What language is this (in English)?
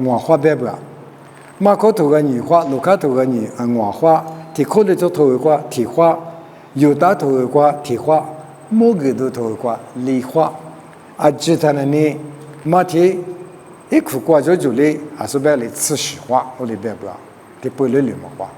Lisu